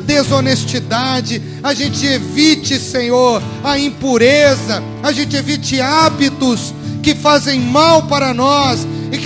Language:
Portuguese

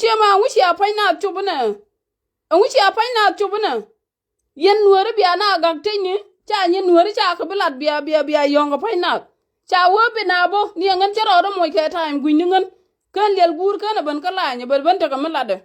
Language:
Nuer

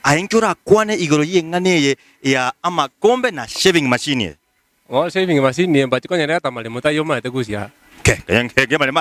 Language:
Gusii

